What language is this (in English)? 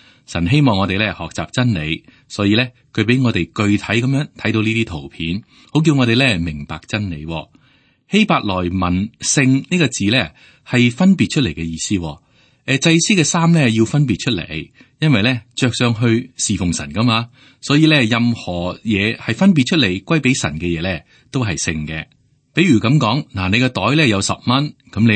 Cantonese